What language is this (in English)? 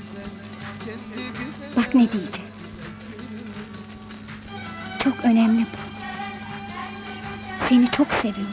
Turkish